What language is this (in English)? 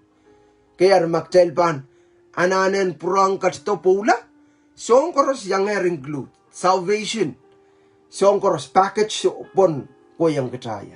Pohnpeian